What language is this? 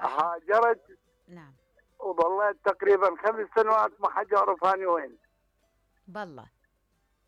Mesopotamian Arabic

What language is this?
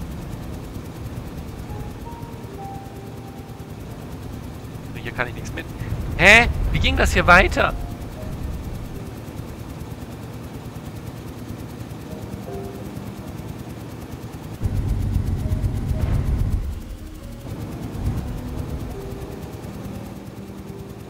German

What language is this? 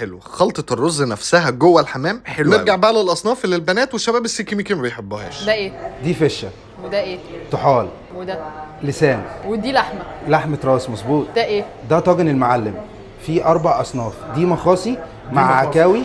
Egyptian Arabic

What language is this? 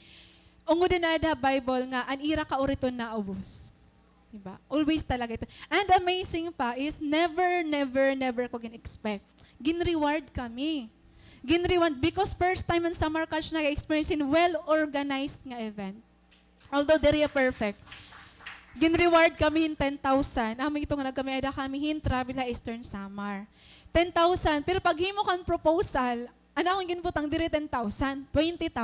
Waray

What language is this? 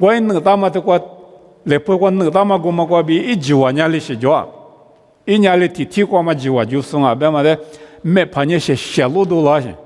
Lisu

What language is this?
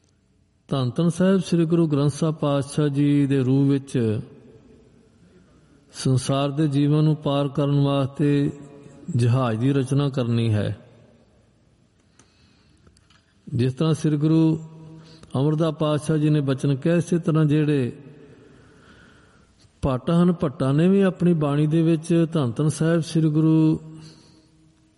Punjabi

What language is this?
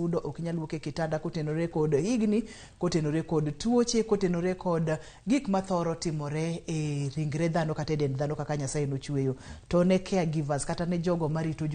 Luo (Kenya and Tanzania)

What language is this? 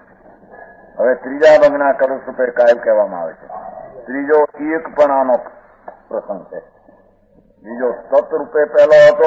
Gujarati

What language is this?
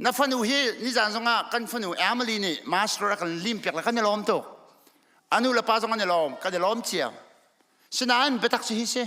Hakha Chin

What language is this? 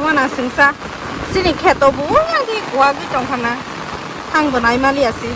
Kok Borok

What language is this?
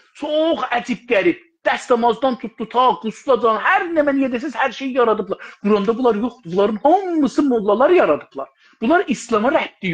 South Azerbaijani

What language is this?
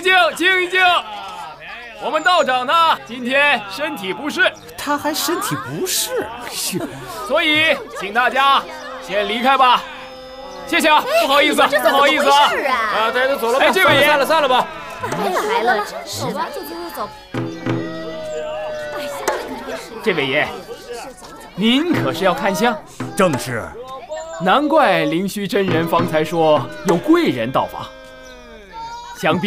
Chinese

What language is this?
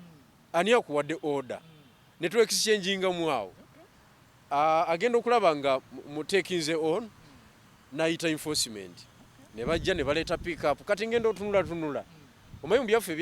Ganda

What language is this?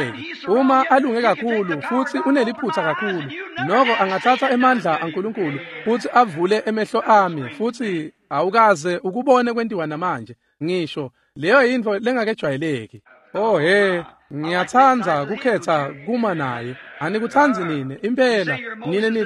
Swati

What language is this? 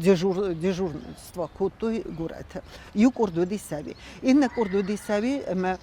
Ossetic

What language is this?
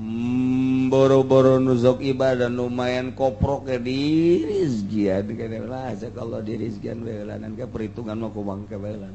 Sundanese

